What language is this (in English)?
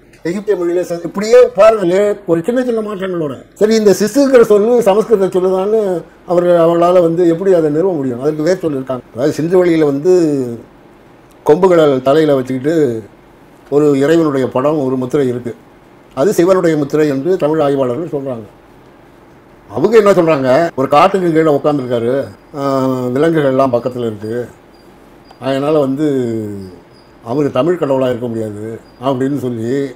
Tamil